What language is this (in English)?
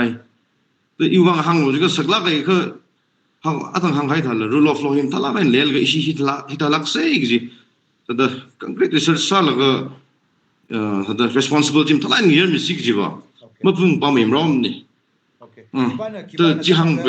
Tangkhul Naga (India)